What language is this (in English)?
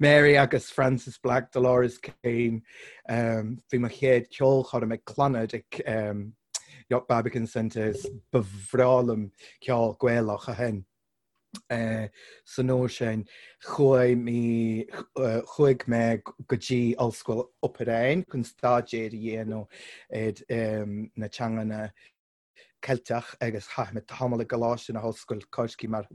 Irish